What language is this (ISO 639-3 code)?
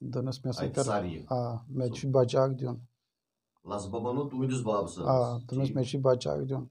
kas